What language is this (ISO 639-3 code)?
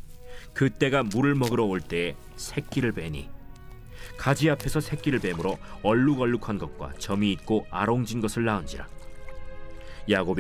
kor